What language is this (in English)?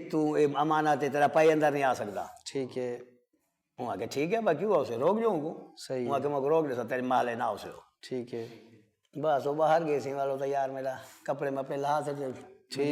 Saraiki